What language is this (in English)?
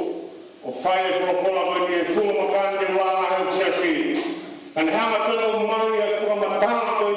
Tongan